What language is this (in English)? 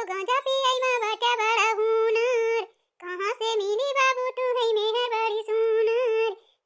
Awadhi